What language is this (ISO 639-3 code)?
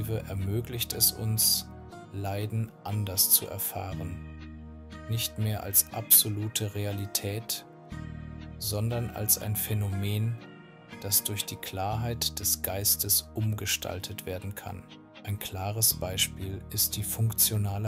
deu